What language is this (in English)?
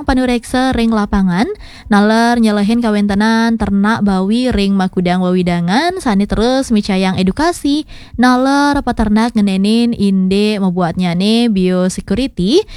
Balinese